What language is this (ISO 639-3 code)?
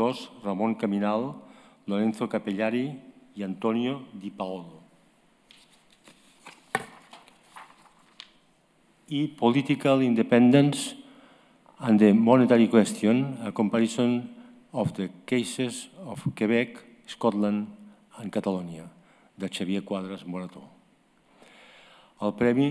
cat